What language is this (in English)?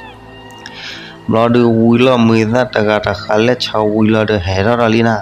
S'gaw Karen